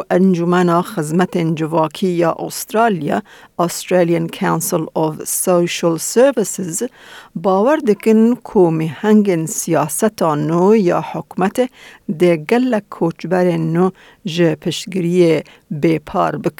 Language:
Kurdish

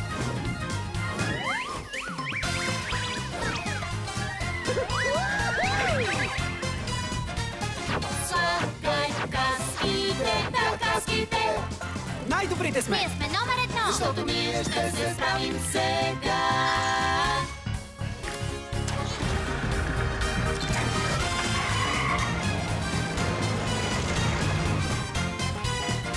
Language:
Bulgarian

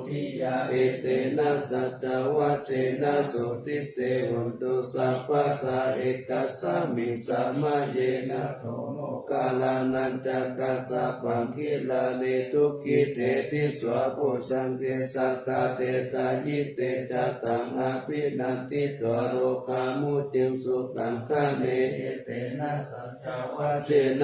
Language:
Pali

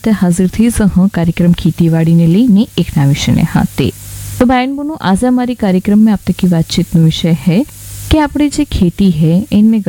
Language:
Gujarati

